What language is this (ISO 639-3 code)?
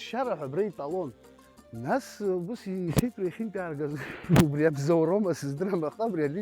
abk